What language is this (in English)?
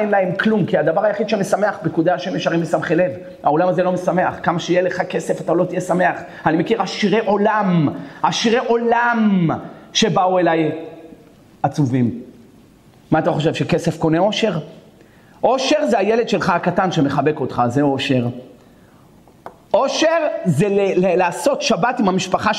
Hebrew